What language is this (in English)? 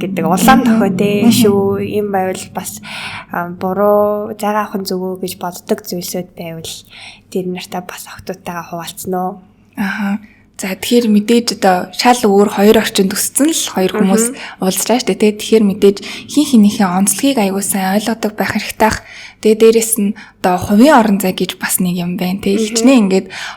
Mongolian